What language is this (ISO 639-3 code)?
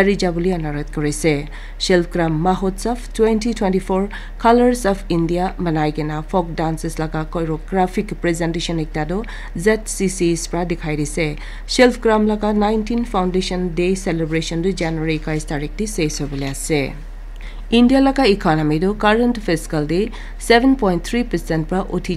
nag